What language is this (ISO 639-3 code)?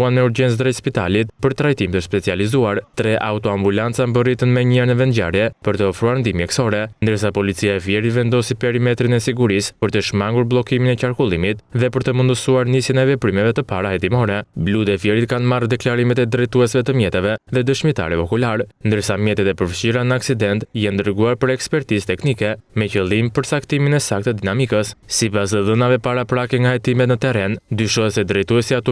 sqi